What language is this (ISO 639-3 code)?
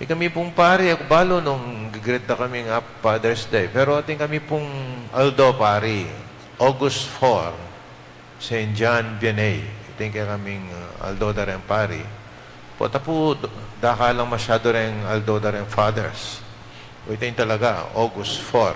pam